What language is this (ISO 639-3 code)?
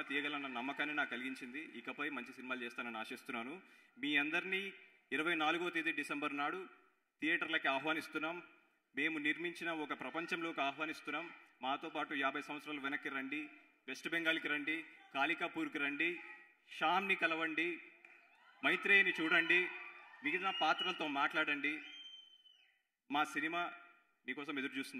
tel